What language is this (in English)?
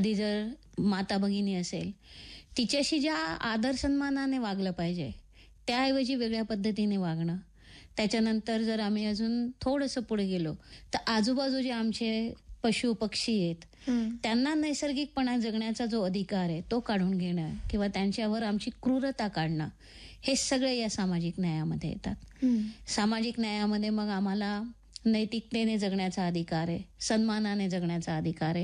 Marathi